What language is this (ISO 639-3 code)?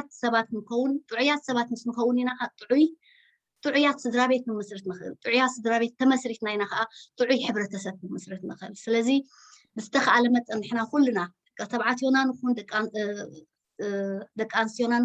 tir